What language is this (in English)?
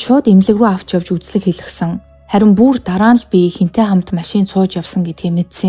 Mongolian